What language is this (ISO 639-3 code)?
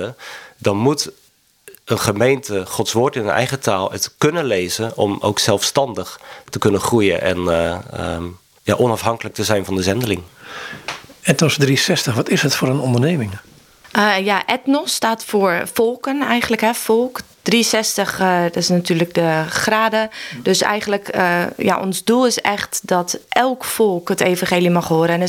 nld